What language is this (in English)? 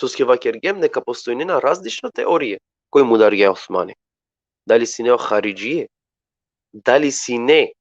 Balkan Romani